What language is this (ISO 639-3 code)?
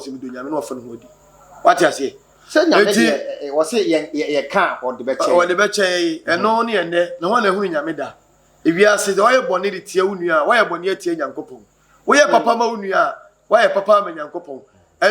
aka